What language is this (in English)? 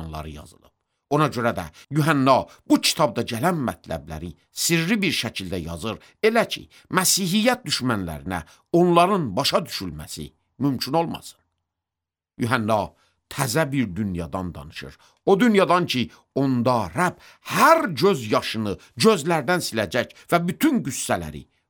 Azerbaijani